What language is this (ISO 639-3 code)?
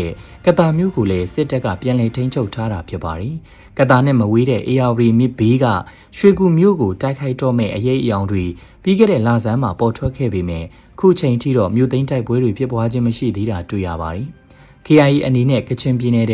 mya